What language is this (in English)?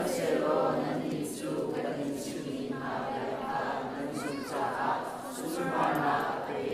Hakha Chin